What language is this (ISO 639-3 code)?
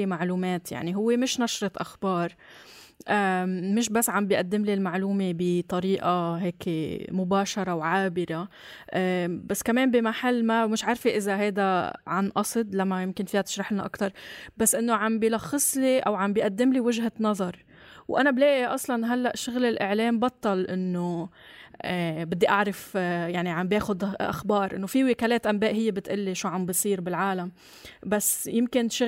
apc